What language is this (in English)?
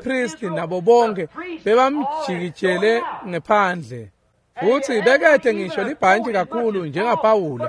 Swati